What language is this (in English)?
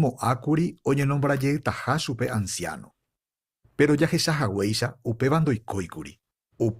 Guarani